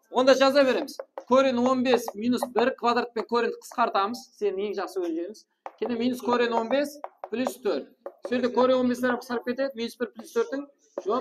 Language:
Kara-Kalpak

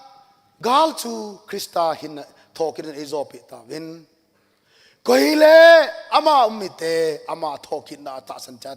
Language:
Thado Chin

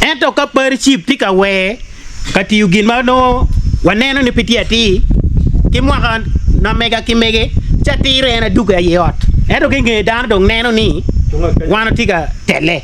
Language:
Acoli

